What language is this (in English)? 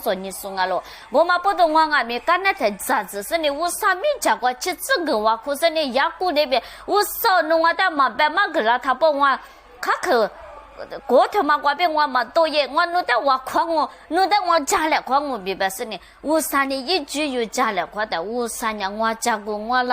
Lisu